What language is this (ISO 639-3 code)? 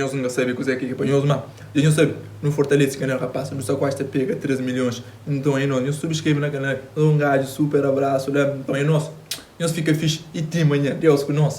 kea